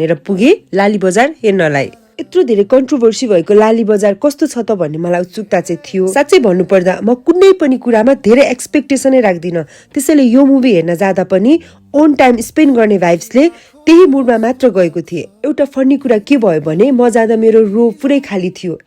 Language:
Nepali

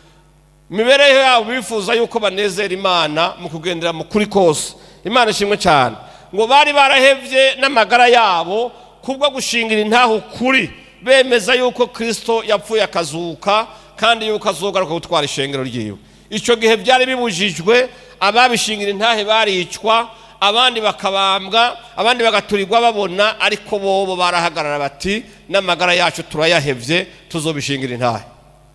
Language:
Rundi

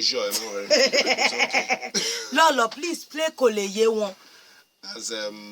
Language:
Nigerian Pidgin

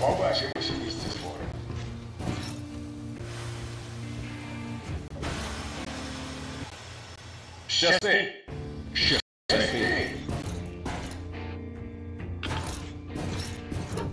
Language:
Ukrainian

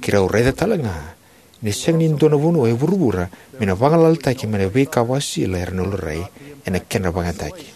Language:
Fijian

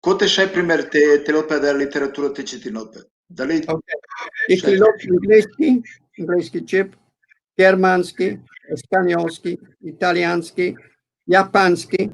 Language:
Balkan Romani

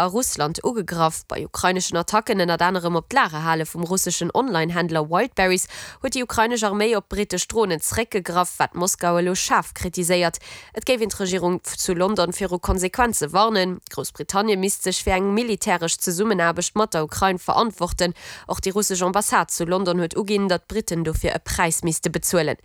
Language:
Luxembourgish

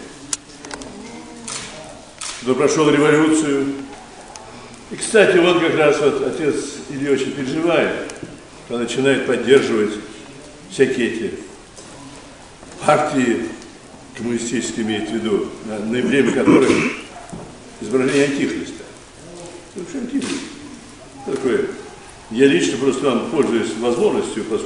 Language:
Russian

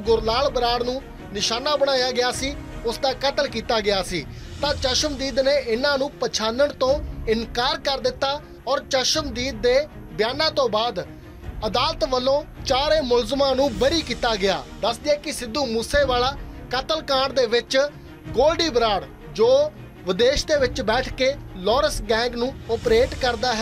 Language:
Punjabi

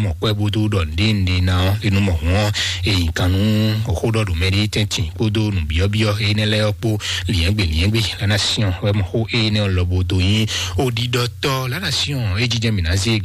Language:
Fon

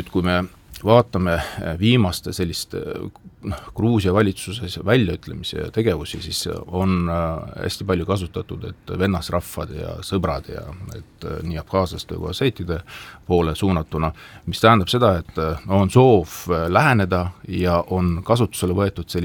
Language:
Estonian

